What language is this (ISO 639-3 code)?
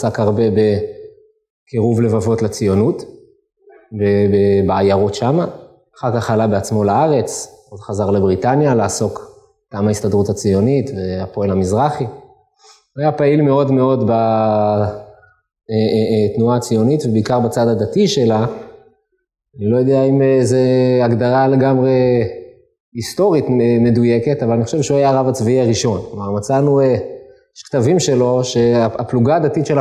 heb